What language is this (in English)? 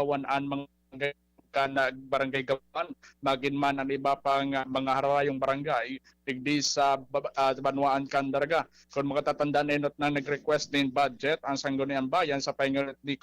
Bikol